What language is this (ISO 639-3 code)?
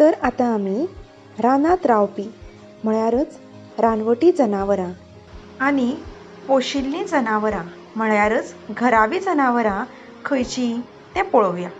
kok